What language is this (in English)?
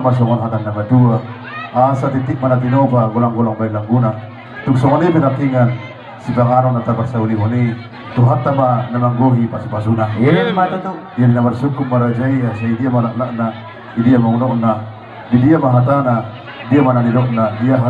Batak Toba